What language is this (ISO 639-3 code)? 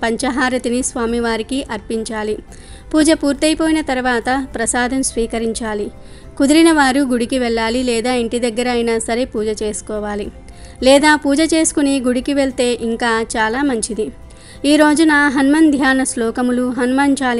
tel